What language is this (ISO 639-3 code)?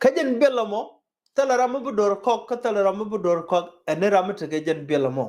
nus